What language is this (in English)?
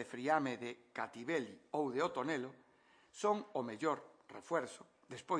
Galician